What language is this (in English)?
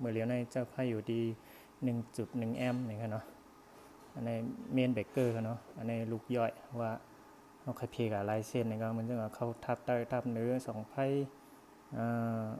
Shan